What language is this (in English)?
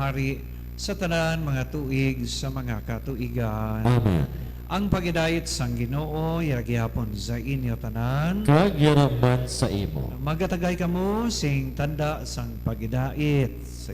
Hiligaynon